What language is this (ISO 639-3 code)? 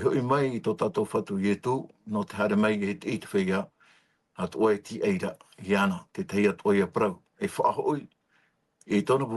tah